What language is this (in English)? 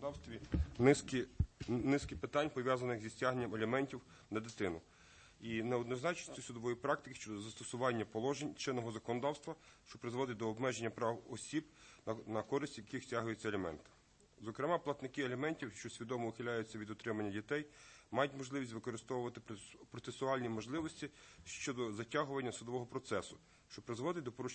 Ukrainian